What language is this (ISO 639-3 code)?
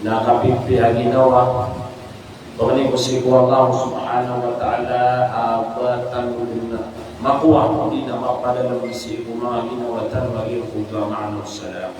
mrw